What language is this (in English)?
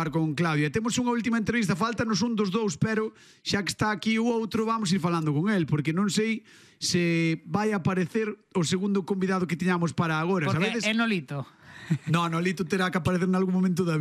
Galician